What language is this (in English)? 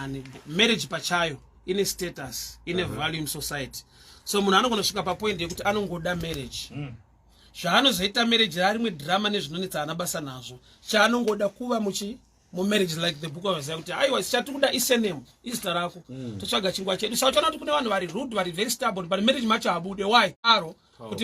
Shona